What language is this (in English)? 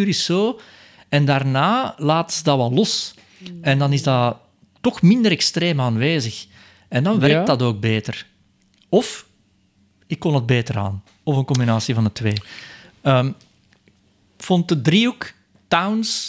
Dutch